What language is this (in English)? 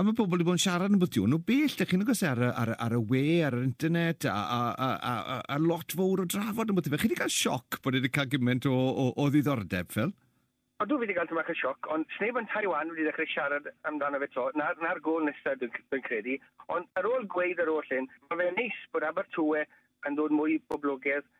Welsh